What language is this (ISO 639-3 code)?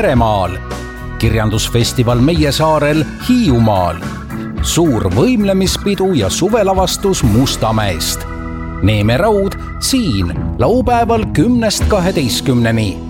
est